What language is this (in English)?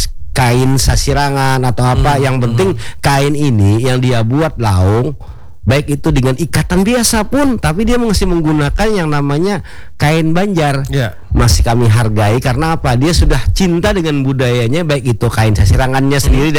Indonesian